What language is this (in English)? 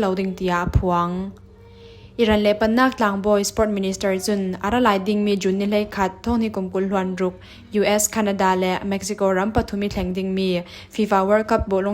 Falam Chin